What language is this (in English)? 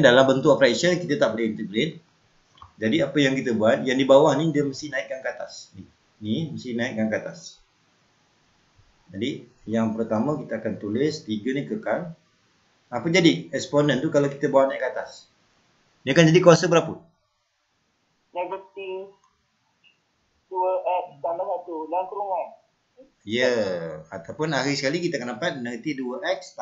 Malay